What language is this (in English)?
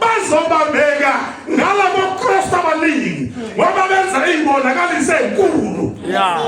Zulu